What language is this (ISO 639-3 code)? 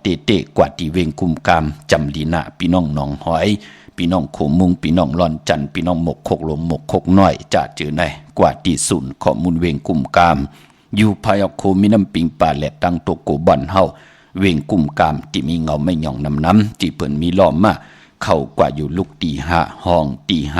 shn